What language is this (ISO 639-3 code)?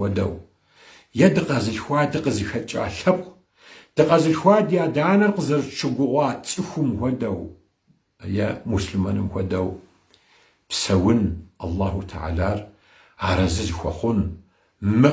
kbd